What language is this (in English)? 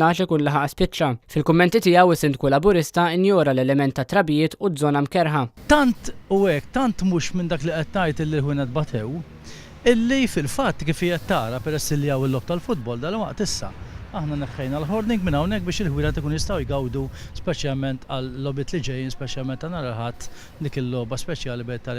Maltese